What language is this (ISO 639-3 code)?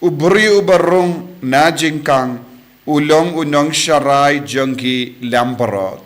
kha